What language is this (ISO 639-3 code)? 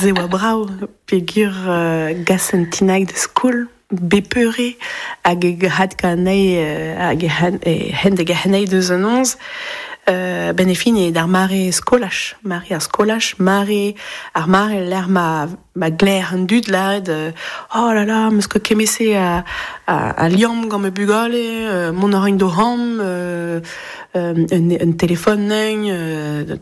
bre